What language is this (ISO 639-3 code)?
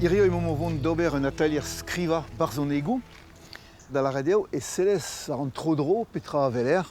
bre